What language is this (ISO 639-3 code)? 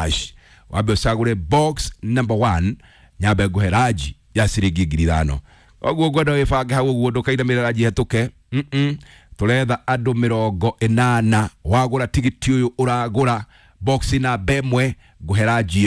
kik